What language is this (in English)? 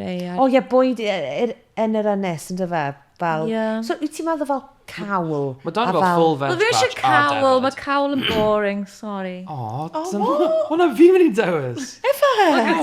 Welsh